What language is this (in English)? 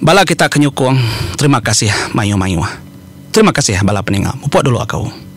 Iban